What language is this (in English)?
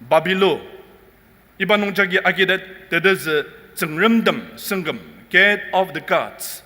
Ao Naga